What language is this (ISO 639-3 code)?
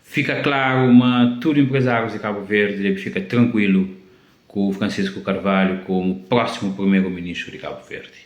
kea